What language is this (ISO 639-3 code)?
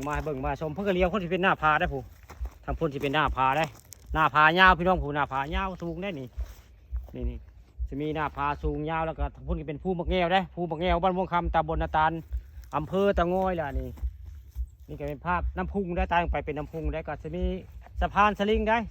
tts